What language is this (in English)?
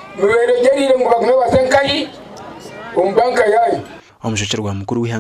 Nyankole